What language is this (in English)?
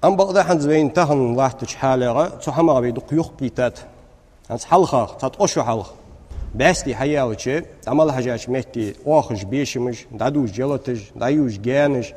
Ingush